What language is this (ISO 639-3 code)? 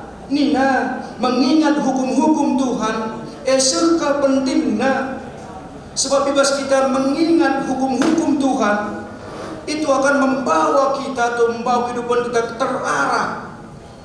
btx